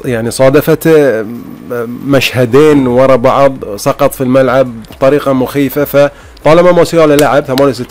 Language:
Gulf Arabic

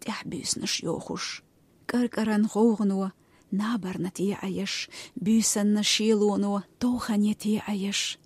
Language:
Chechen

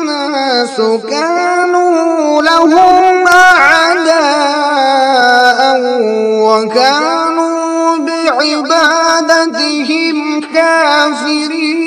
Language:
Kashmiri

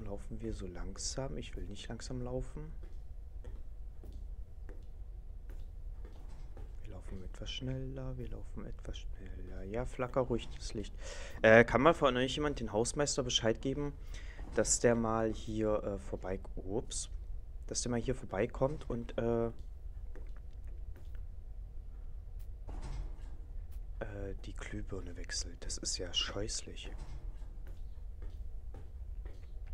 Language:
German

